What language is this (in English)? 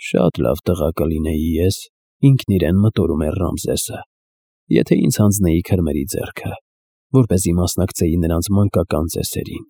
Armenian